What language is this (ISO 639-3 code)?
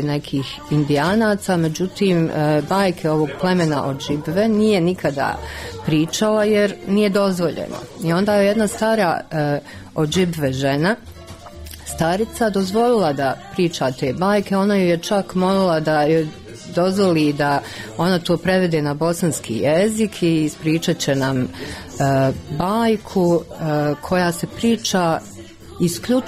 bos